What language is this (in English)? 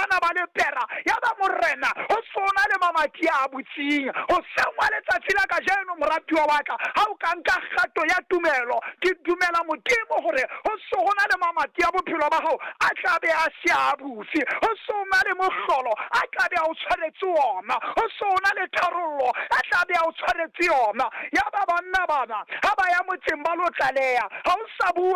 Southern Sotho